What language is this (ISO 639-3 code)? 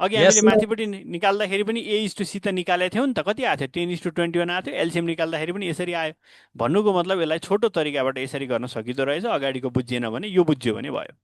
nep